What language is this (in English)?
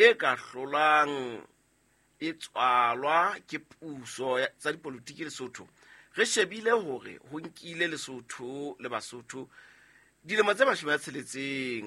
Southern Sotho